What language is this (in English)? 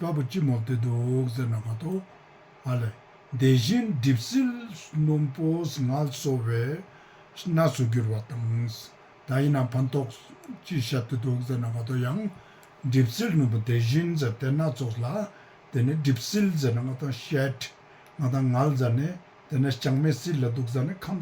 Ladakhi